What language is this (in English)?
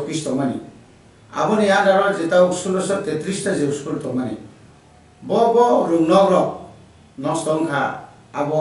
Kok Borok